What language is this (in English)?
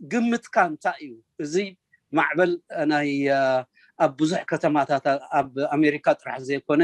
Tigrinya